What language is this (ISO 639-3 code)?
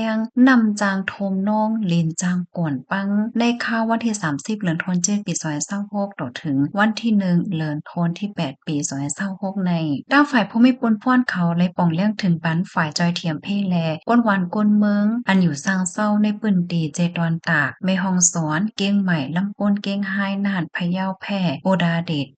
shn